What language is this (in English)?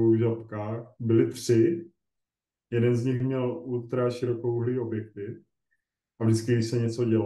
Czech